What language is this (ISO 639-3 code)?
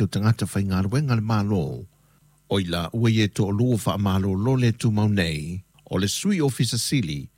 smo